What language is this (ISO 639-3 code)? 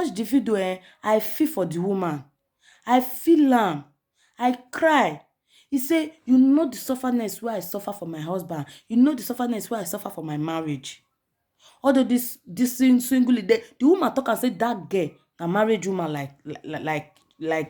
pcm